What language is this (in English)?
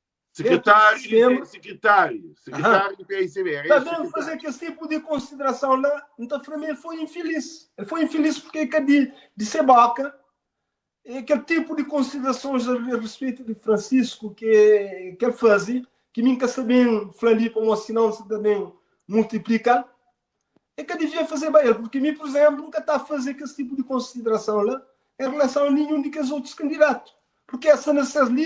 Kabuverdianu